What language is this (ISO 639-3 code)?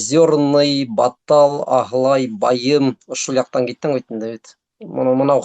bak